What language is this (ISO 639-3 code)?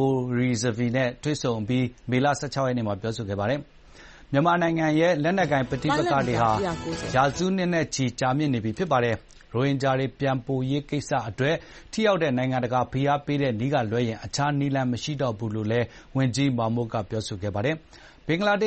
mya